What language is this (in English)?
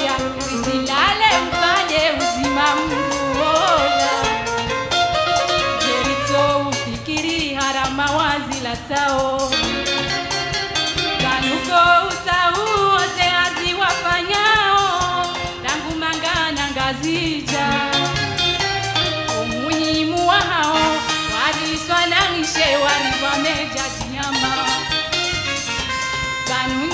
Swahili